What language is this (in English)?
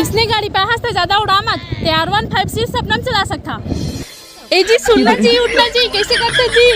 Chhattisgarhi